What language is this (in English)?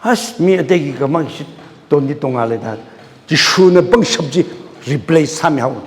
Tangkhul Naga (India)